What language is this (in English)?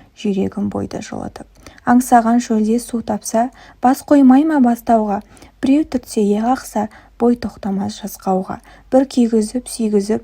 Kazakh